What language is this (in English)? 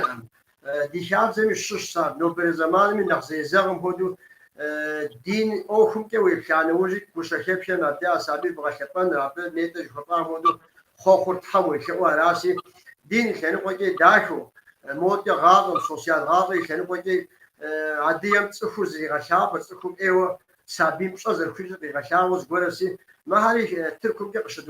Kabardian